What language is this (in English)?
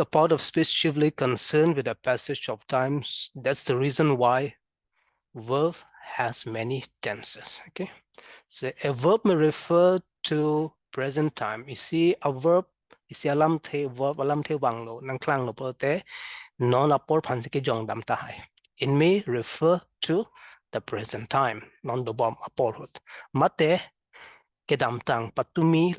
Karbi